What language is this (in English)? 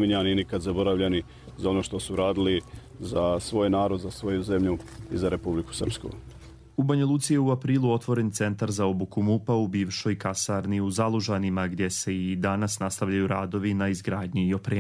Croatian